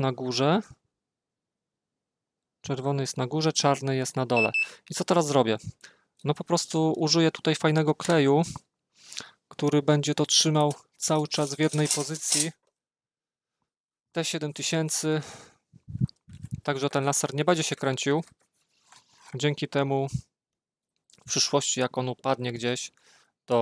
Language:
Polish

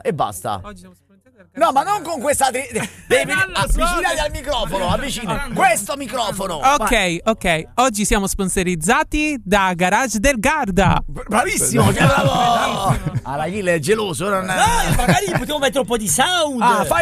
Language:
Italian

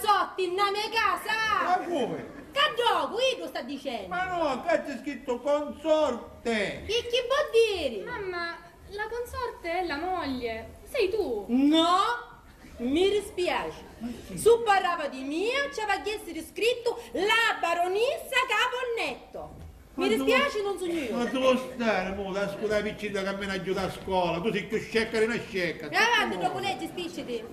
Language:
Sicilian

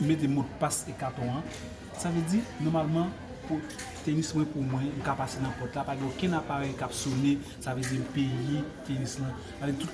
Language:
Haitian Creole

